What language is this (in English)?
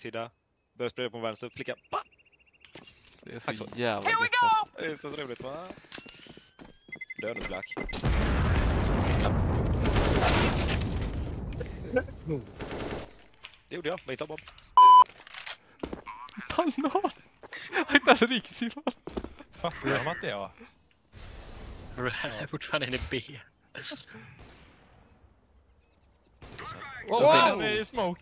Swedish